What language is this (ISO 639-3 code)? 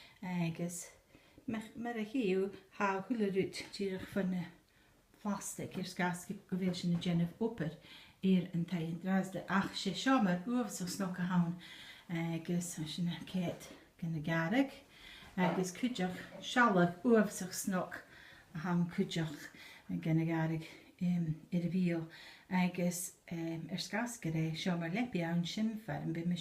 gla